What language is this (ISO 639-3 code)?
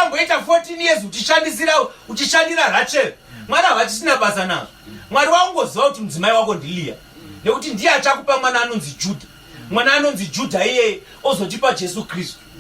sna